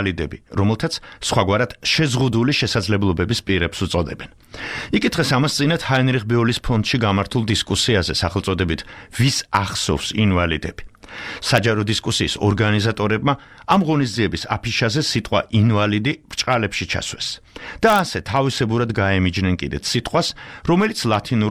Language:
Georgian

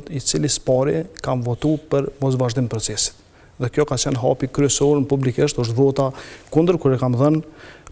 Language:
Albanian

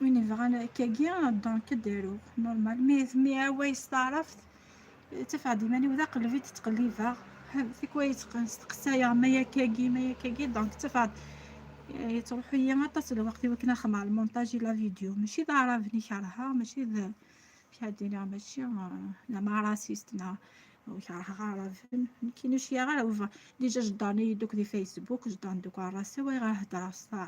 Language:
Kabyle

